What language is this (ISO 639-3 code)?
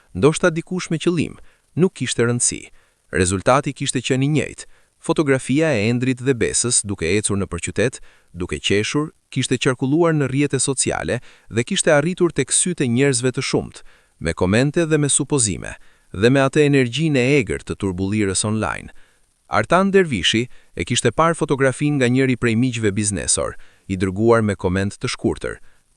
sqi